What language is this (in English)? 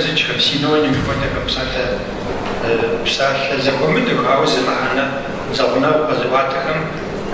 Kabardian